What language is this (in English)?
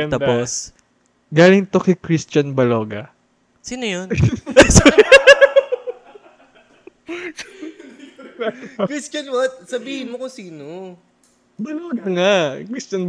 Filipino